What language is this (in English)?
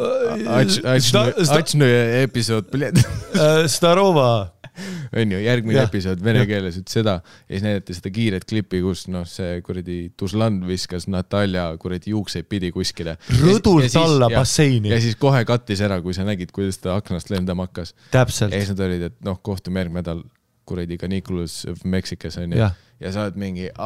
Estonian